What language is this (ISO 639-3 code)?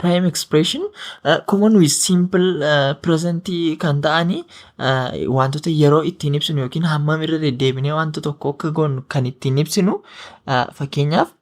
orm